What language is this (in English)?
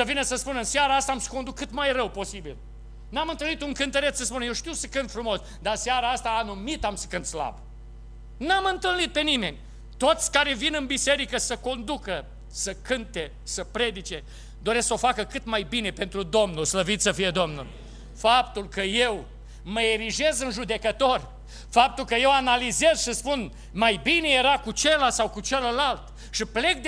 Romanian